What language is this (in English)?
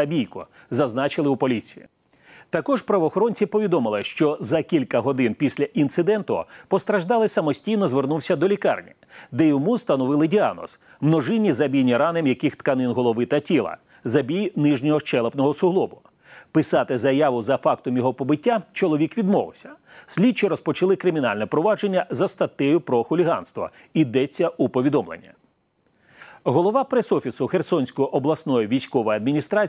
Ukrainian